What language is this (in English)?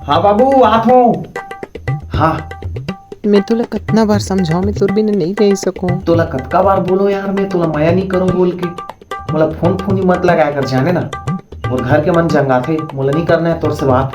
Chhattisgarhi